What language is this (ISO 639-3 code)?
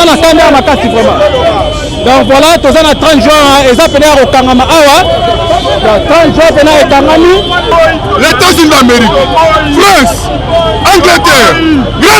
lin